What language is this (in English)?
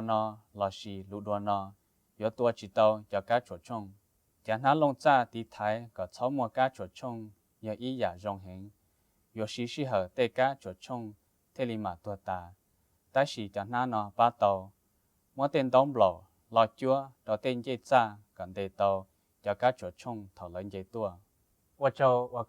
Hmong